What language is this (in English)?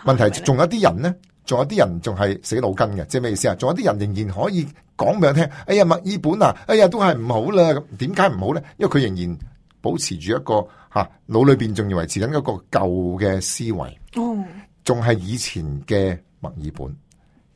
Cantonese